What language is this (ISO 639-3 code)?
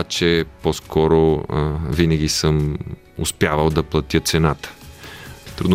bul